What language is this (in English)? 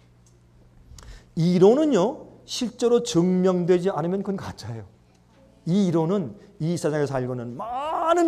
Korean